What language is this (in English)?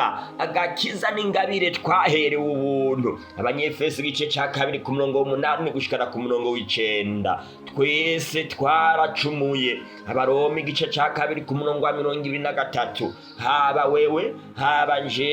Rundi